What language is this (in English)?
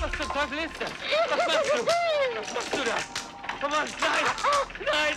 Bavarian